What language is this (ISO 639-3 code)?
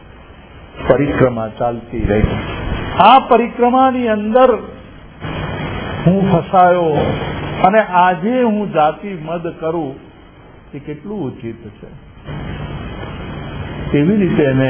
guj